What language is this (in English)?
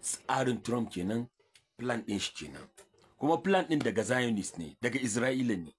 Hausa